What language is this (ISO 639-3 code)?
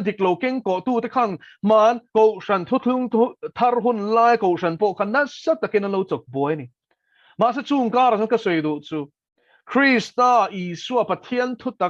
lus